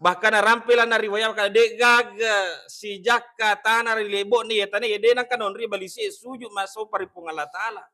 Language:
Buginese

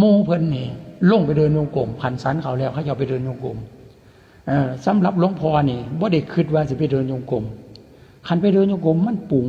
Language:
Lao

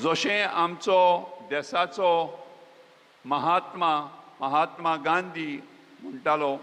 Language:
Konkani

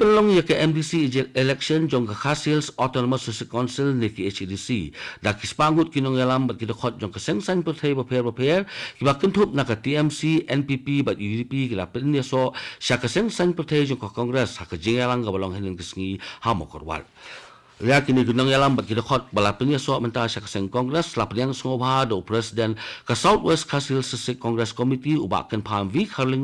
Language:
Khasi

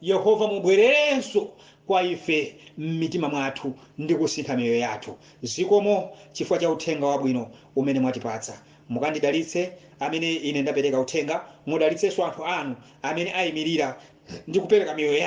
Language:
Nyanja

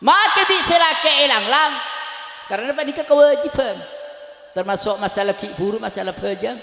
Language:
Madurese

